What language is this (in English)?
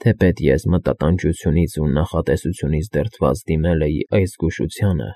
Armenian